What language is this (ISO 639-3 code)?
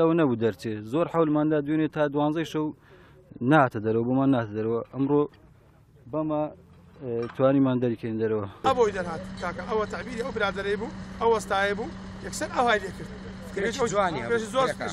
ckb